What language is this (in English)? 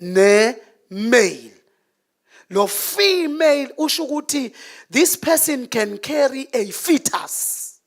Zulu